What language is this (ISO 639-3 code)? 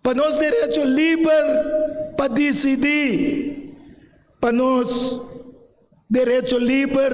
pap